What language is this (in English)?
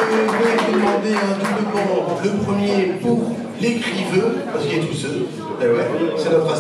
Picard